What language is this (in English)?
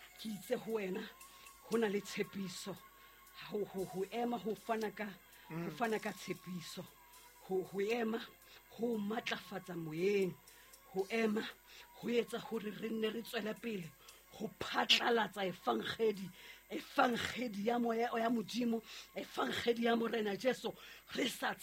Southern Sotho